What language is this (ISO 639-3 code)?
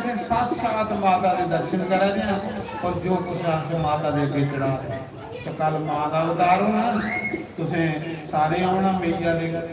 doi